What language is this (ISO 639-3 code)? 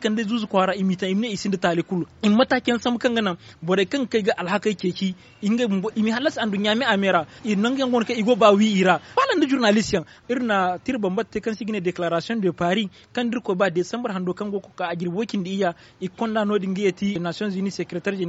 dje